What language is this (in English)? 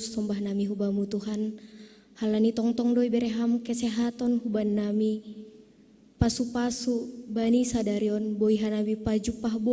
Batak Simalungun